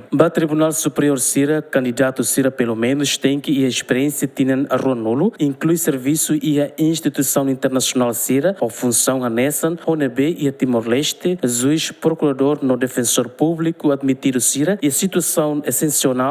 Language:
Tetum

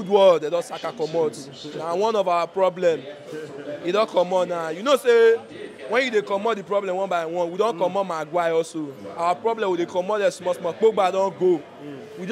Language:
Nigerian Pidgin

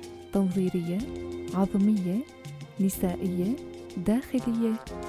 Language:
North Levantine Arabic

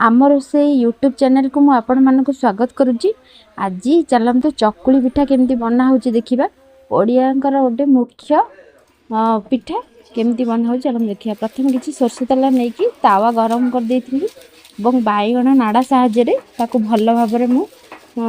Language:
Odia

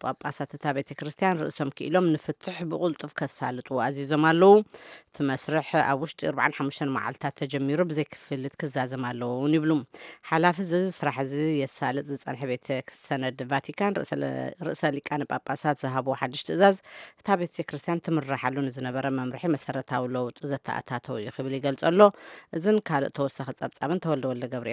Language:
Tigrinya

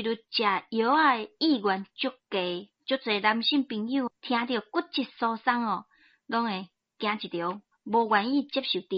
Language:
Min Nan Chinese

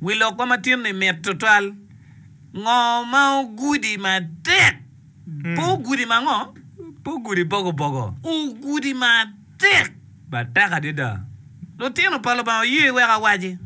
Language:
Acoli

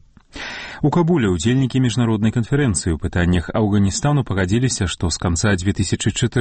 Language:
Belarusian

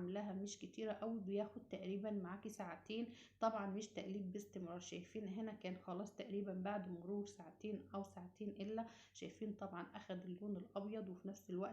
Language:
Egyptian Arabic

